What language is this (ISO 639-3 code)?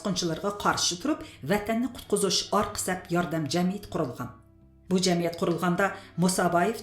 uig